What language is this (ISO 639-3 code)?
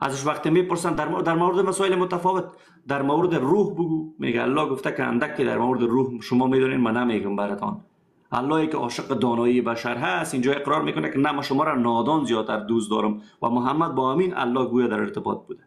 fas